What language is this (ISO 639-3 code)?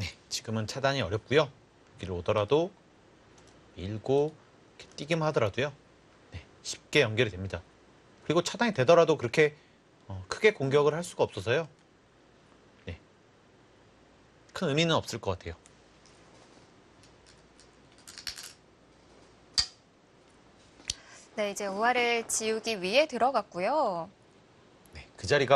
kor